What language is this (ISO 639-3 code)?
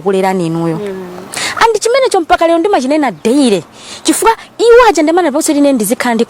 nya